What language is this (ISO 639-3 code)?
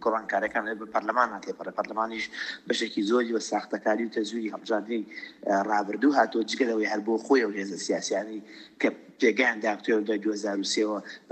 ckb